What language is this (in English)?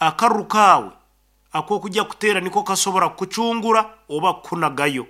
Nyoro